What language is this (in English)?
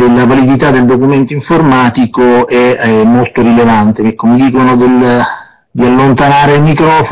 Italian